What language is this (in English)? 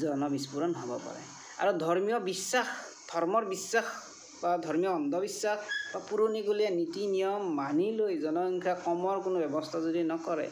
Assamese